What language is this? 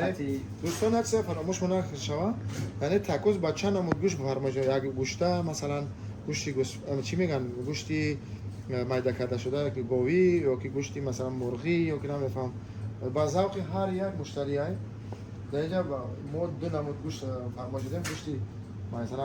Tajik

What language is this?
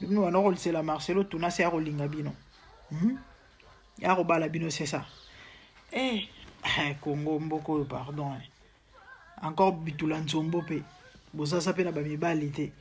Lingala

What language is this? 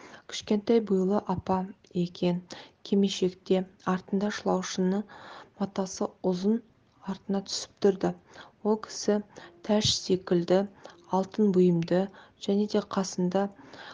Kazakh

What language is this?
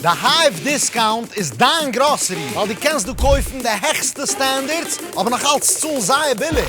Yiddish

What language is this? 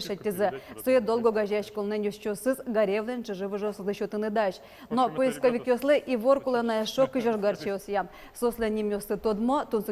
Udmurt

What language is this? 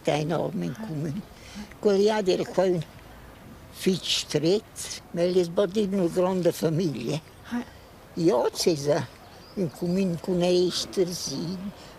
Romansh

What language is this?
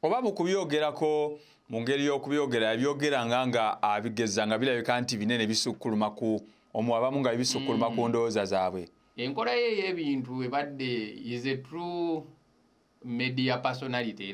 Ganda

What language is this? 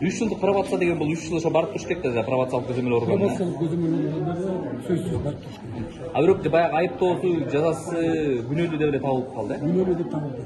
Kyrgyz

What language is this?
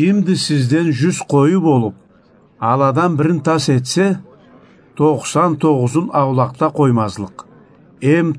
Karachay-Balkar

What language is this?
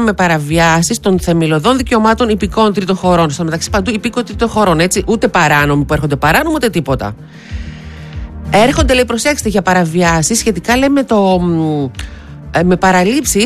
Greek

